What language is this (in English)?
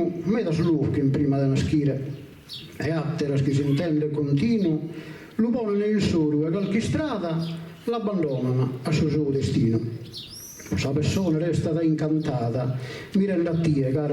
Sardinian